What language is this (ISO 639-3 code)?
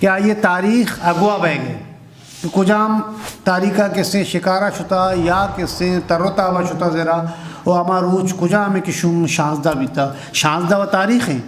bgp